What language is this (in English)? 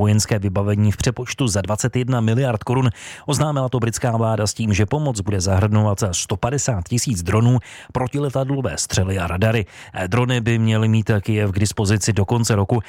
Czech